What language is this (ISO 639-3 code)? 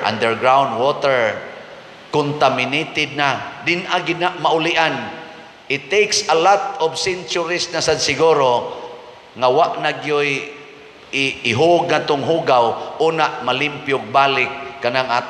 ceb